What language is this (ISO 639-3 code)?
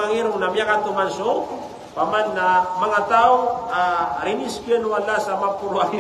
mrw